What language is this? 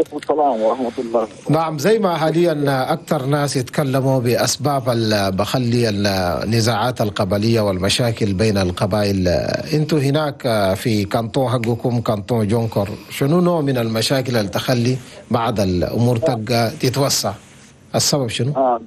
Chadian Arabic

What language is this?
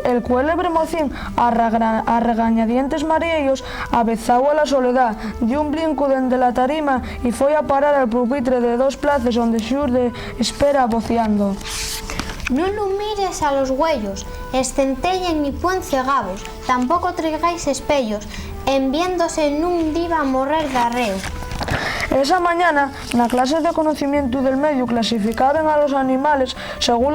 Asturian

